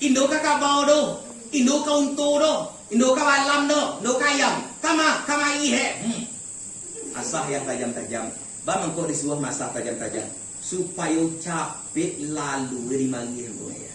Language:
Minangkabau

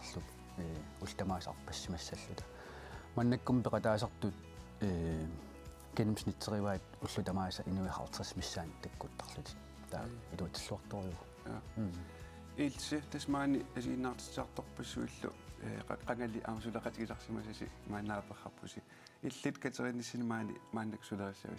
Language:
Kalaallisut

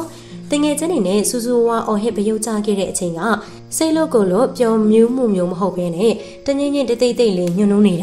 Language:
Burmese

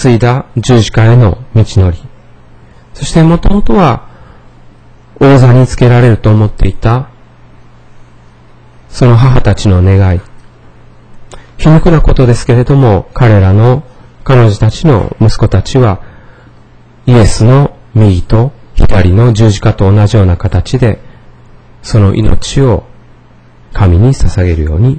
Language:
Japanese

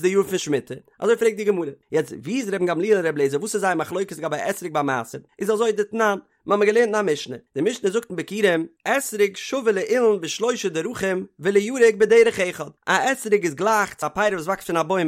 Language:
Yiddish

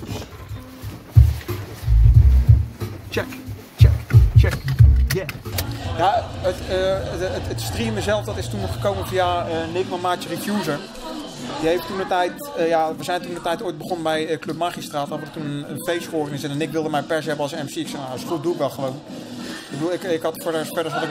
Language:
Dutch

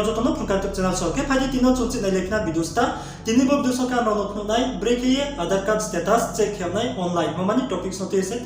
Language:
Riang (India)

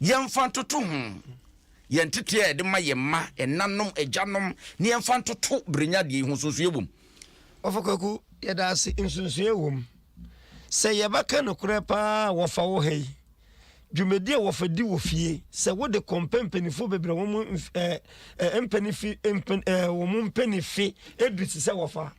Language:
Akan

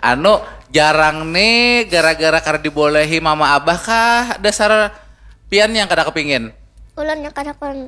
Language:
Banjar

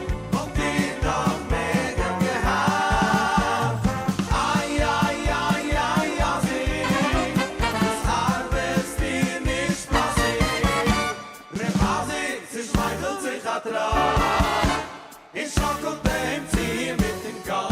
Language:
Yiddish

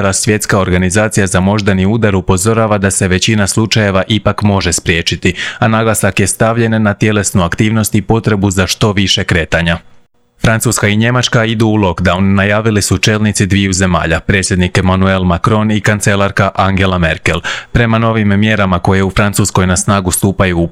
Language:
Croatian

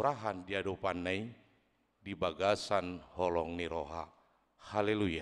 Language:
Batak Toba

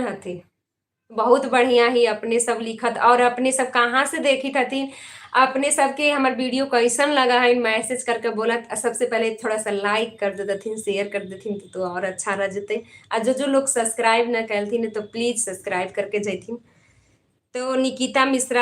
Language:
Magahi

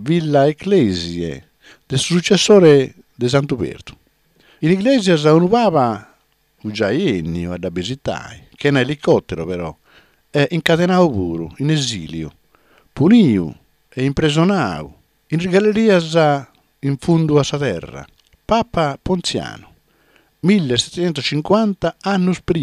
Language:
Sardinian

